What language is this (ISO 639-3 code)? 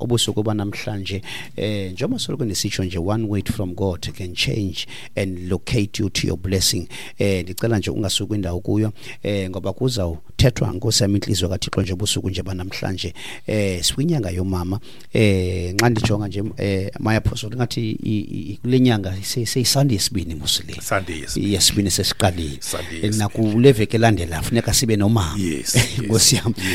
xho